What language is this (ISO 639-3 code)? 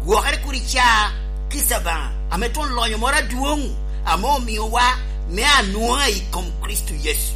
laj